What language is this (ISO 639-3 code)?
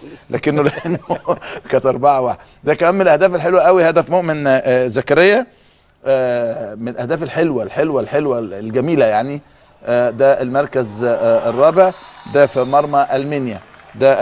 arz